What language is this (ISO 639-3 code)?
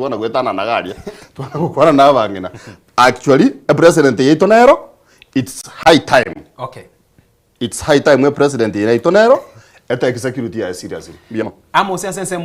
guz